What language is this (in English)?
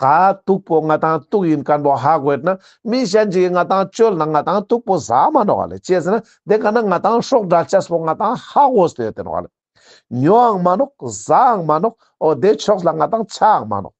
Ladakhi